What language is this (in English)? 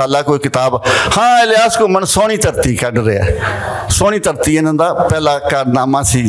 Western Panjabi